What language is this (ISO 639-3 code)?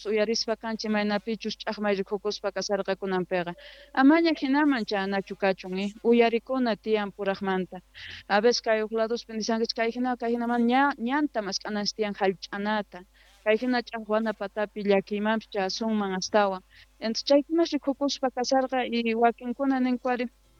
que